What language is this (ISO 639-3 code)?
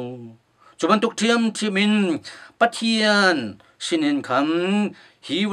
cnh